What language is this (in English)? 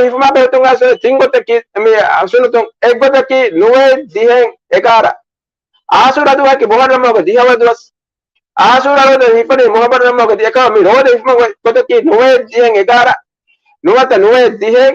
Divehi